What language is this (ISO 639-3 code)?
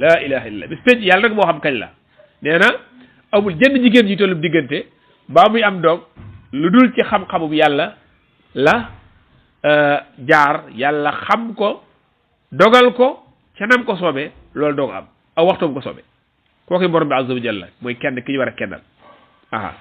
wol